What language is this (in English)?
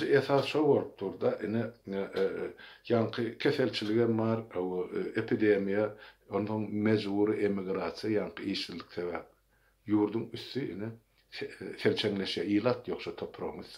Turkmen